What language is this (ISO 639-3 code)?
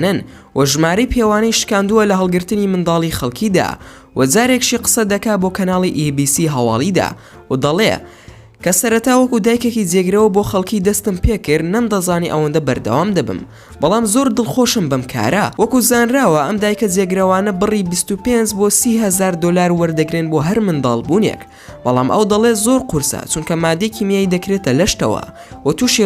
ckb